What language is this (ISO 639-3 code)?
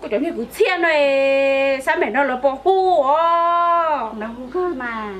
hmn